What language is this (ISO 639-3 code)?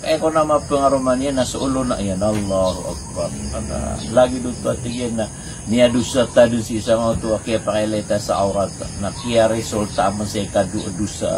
mrw